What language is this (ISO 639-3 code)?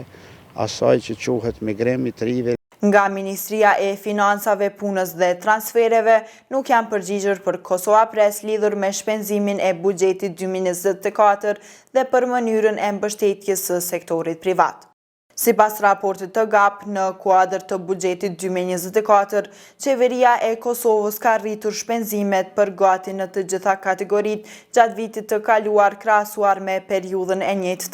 sqi